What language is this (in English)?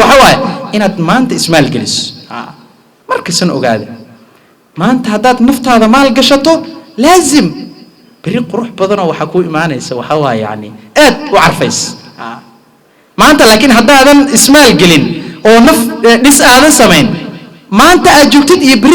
Somali